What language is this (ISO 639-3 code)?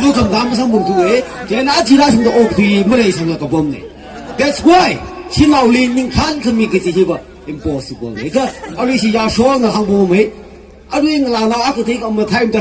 nmf